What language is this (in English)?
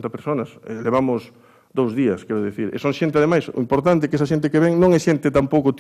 Galician